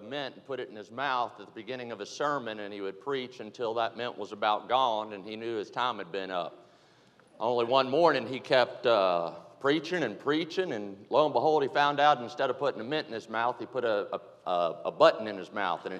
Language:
English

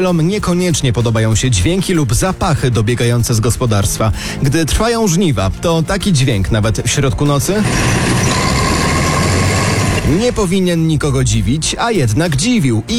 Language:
Polish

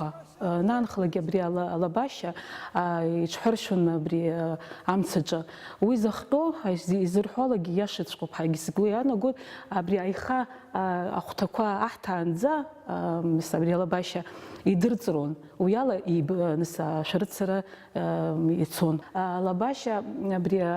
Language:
Abkhazian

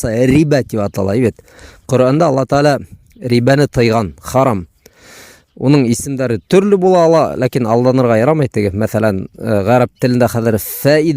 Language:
Bashkir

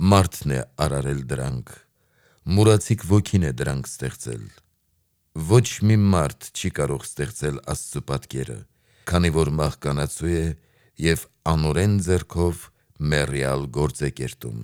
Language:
Armenian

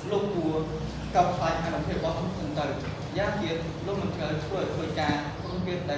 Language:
Khmer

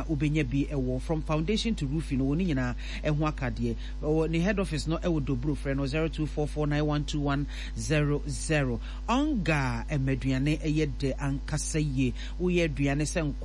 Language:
Akan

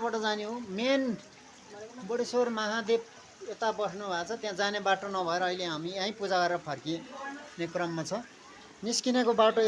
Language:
Nepali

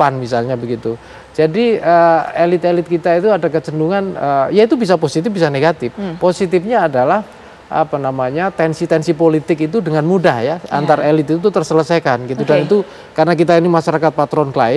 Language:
Indonesian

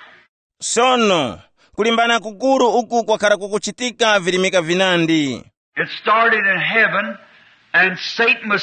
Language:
Tumbuka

